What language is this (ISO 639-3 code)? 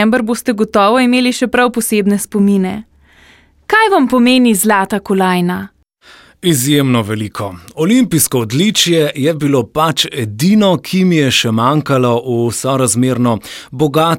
slv